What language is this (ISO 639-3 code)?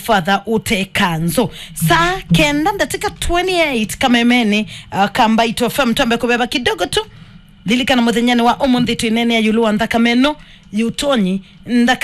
kam